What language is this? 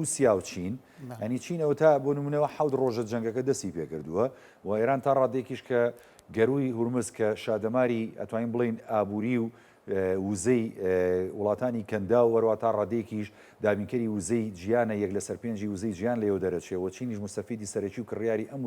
Central Kurdish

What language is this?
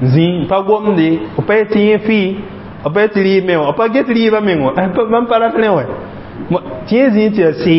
Mossi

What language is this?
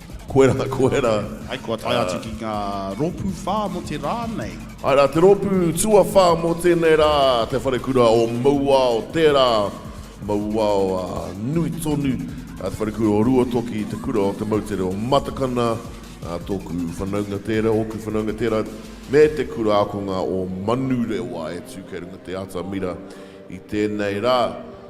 Māori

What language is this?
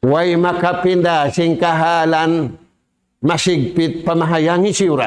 Tausug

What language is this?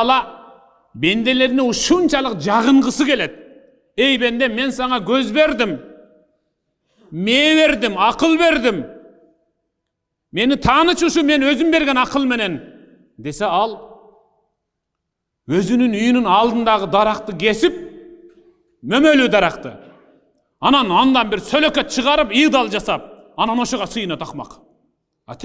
Kyrgyz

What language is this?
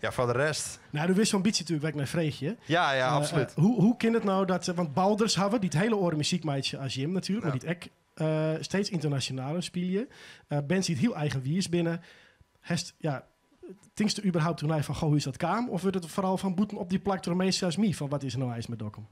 Western Frisian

